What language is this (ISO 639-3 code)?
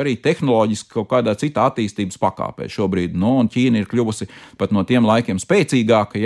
lav